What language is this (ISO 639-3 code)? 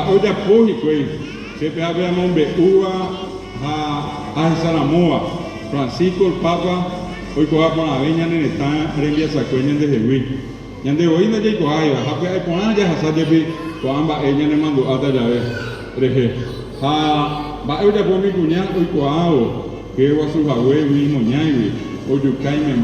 grn